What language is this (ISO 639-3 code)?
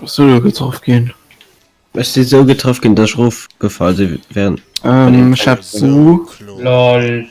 ltz